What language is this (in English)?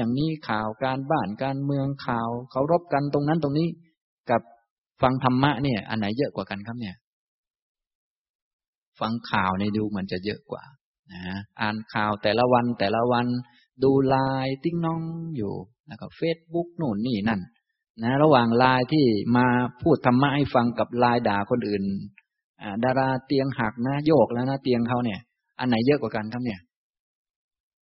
Thai